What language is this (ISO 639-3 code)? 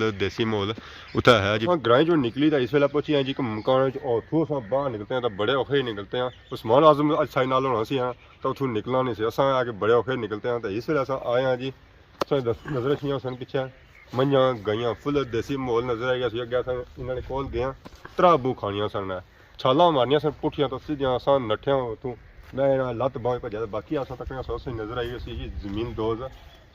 phr